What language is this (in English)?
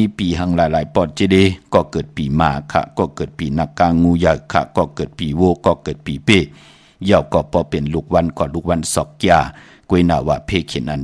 Shan